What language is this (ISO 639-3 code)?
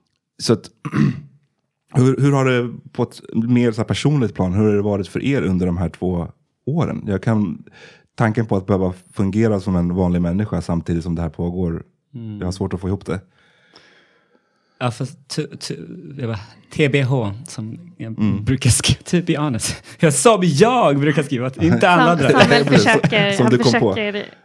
swe